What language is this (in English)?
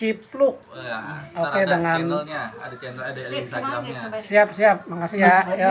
Betawi